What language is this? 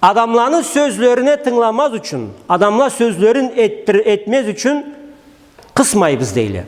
Karachay-Balkar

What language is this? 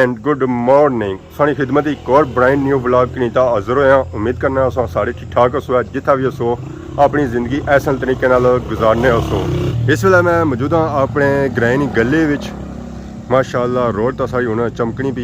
Pahari-Potwari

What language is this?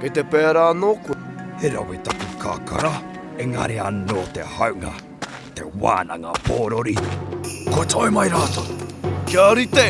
Māori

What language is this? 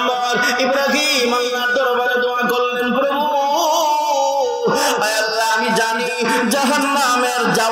Bangla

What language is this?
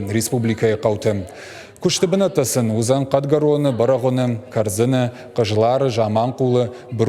Ossetic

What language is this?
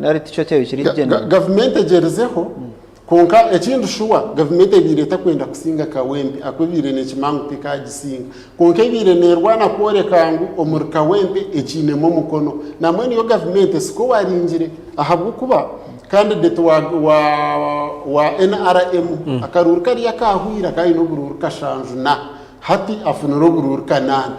Nyankole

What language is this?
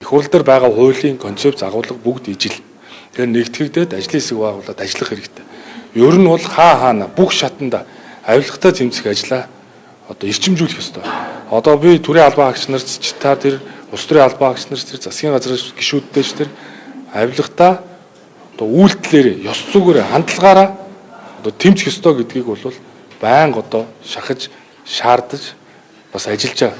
Mongolian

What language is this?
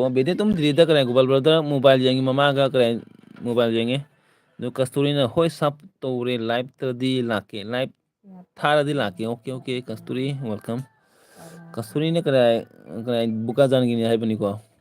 Manipuri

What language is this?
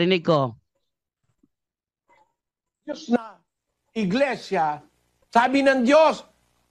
Filipino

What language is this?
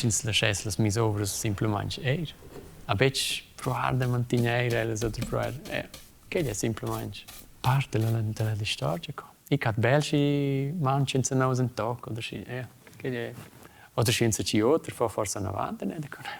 Romansh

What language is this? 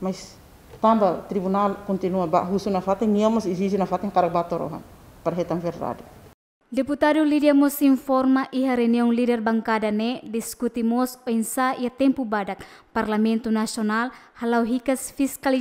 Tetum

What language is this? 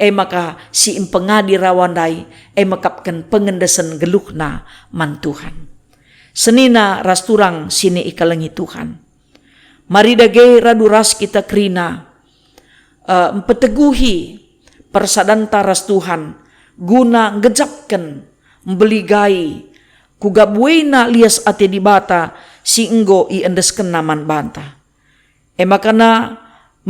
Batak Karo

